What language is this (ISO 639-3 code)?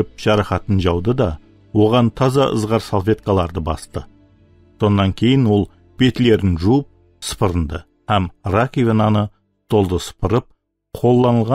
kaa